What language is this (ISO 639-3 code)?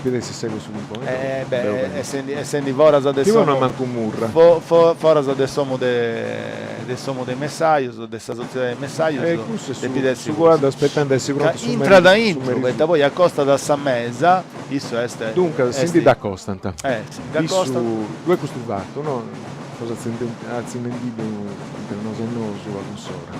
srd